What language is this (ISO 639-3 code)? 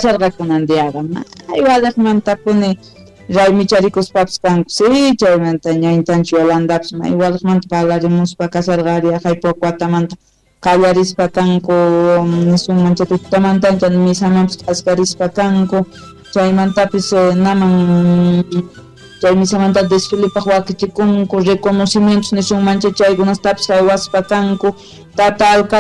que